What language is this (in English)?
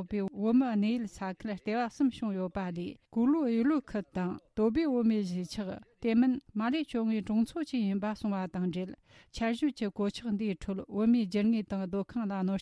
Tibetan